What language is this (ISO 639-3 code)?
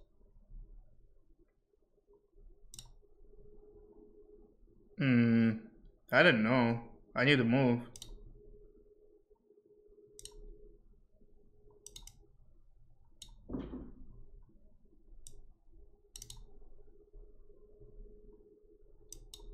eng